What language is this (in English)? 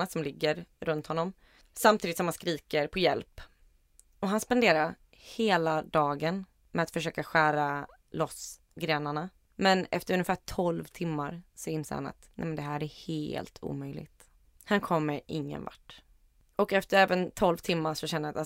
Swedish